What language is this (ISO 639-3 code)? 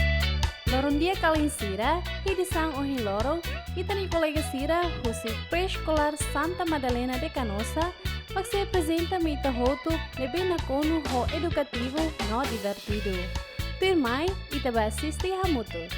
tet